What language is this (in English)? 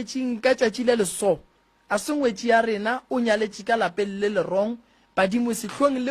Northern Sotho